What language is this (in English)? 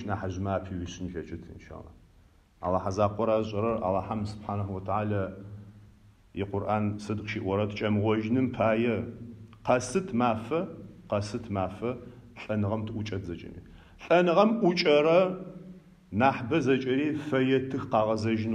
Adyghe